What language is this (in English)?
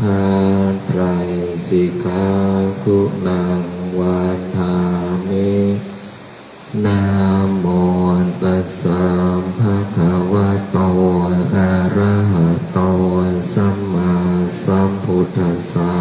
Pali